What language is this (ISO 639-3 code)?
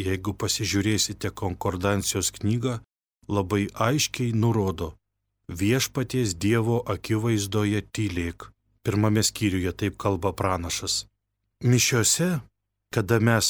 lit